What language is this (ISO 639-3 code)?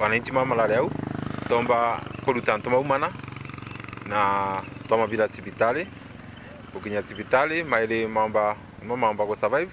mer